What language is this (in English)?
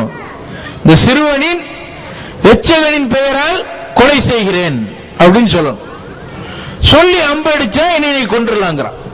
Tamil